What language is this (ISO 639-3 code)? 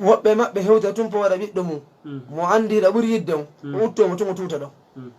ful